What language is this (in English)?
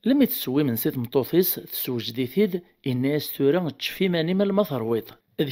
Kabyle